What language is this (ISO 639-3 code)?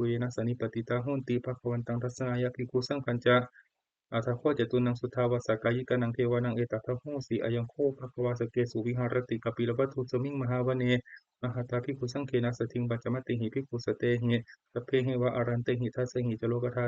pli